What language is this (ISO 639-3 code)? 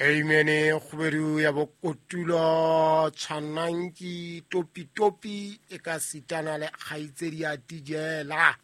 sot